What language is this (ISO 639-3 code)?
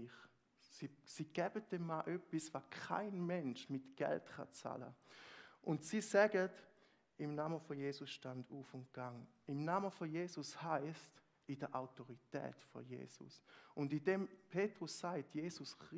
gsw